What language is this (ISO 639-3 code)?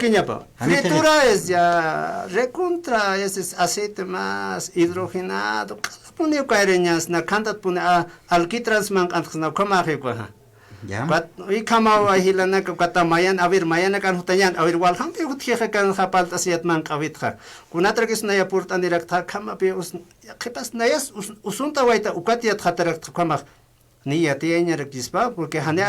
aym